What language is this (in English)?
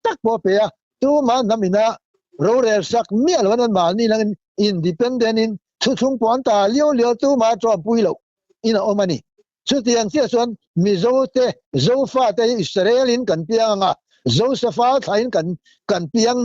Mizo